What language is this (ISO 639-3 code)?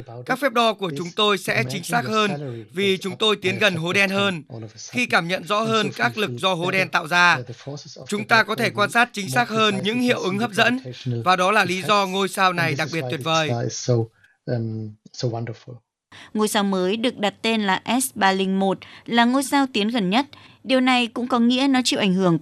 vie